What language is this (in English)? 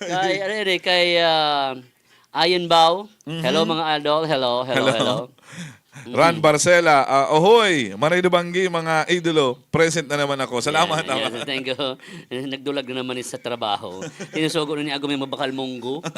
Bikol